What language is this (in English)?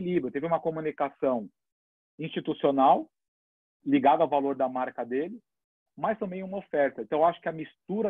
Portuguese